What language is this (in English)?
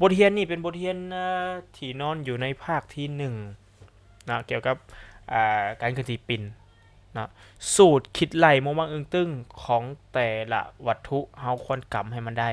Lao